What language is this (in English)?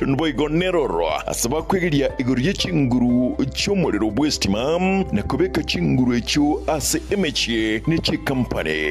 Gusii